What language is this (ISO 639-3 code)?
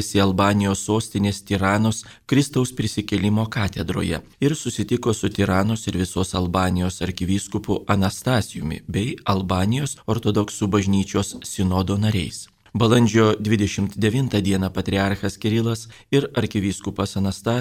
lit